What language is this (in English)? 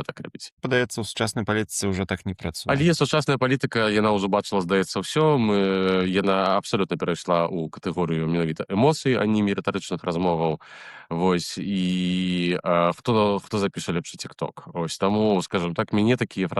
Belarusian